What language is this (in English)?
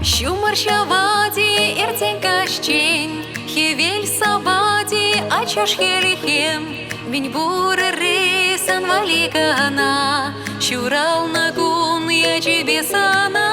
Chuvash